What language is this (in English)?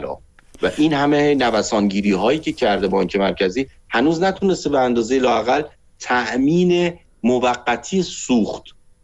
Persian